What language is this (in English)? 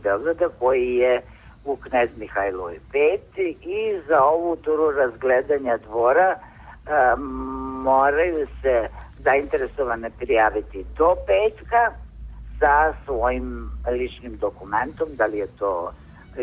Serbian